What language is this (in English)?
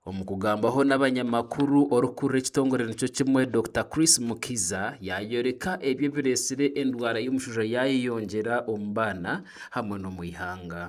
Nyankole